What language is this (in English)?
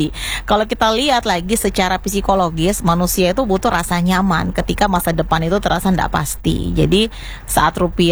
Indonesian